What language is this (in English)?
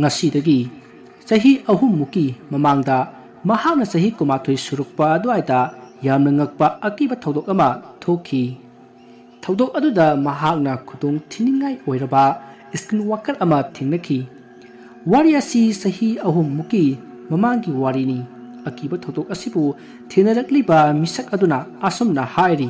Manipuri